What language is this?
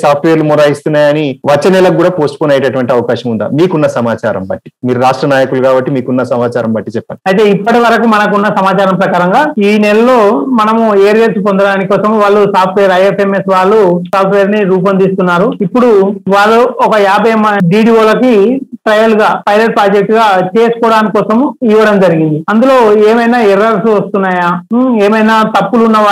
Telugu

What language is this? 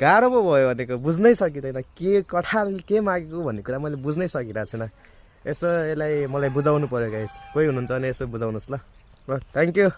Nepali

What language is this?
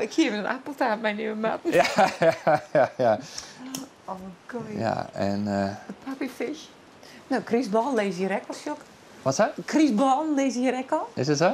Western Frisian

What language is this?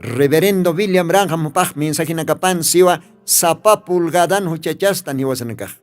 Aymara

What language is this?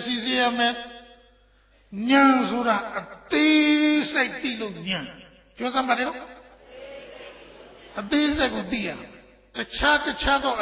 Burmese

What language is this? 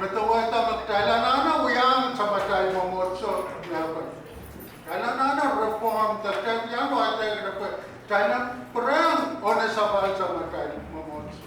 Pohnpeian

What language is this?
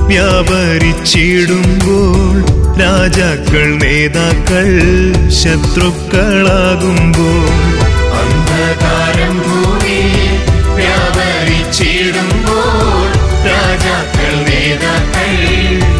Malayalam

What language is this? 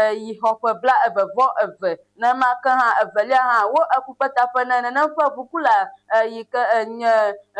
Ewe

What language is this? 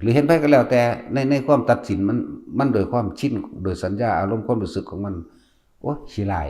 Northeastern Thai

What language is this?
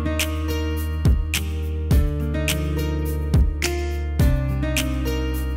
Kyrgyz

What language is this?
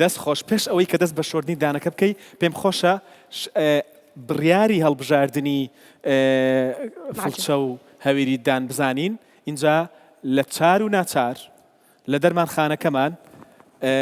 Central Kurdish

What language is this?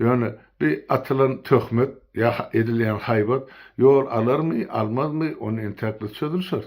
Turkmen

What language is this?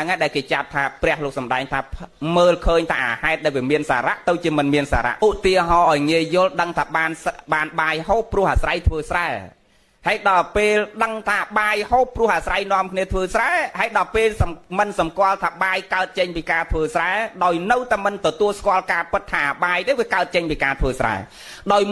Khmer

